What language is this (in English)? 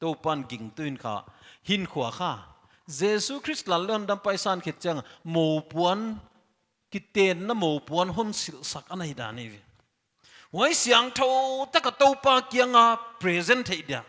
Paite Chin